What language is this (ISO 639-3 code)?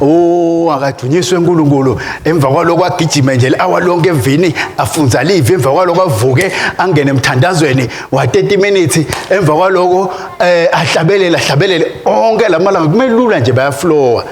ssw